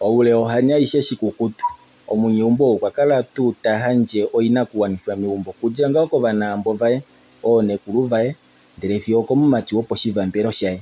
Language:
Kuanyama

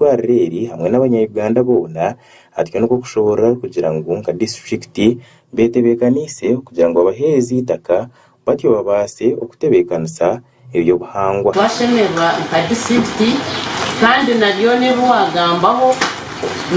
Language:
Nyankole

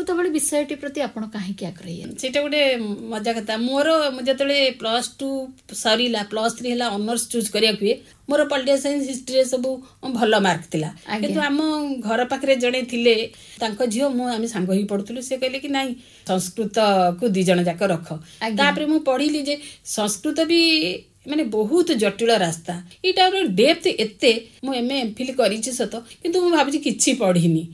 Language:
Odia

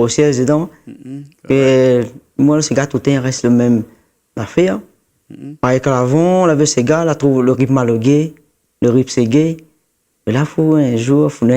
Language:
Réunion Creole French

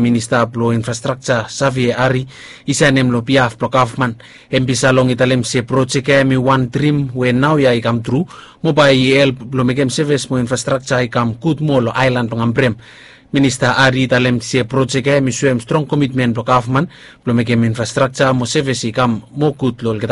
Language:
Bislama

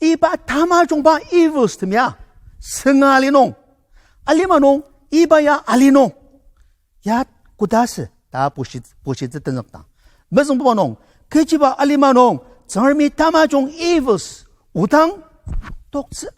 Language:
Ao Naga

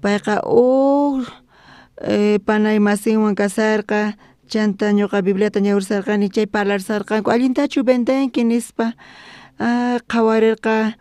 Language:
South Bolivian Quechua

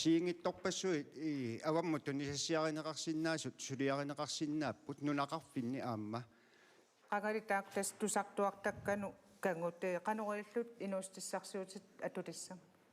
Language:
Kalaallisut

